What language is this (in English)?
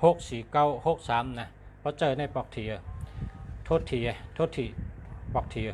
Shan